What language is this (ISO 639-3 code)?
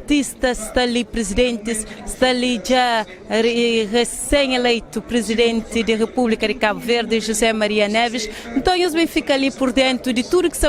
kea